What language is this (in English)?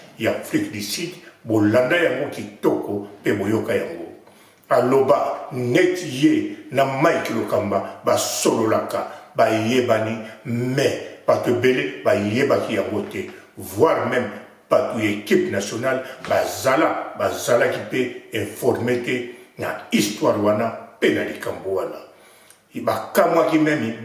Lingala